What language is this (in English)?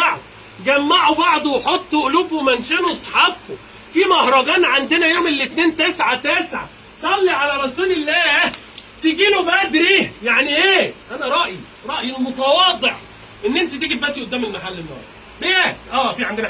Egyptian Arabic